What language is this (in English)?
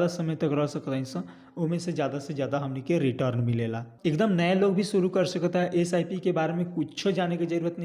Bhojpuri